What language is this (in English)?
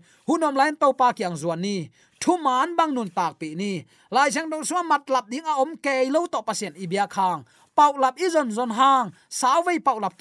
Tedim Chin